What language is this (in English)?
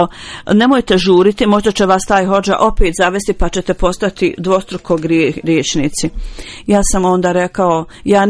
Bosnian